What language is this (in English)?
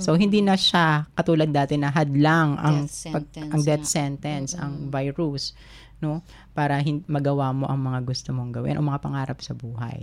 Filipino